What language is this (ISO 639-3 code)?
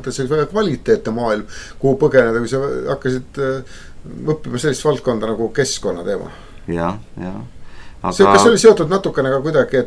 est